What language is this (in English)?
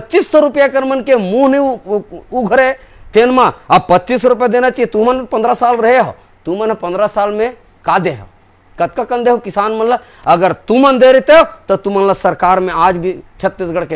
Chhattisgarhi